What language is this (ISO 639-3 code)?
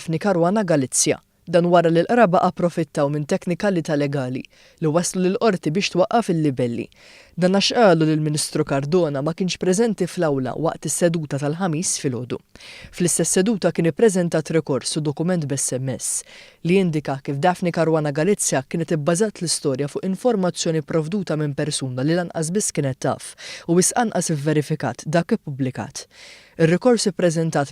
mlt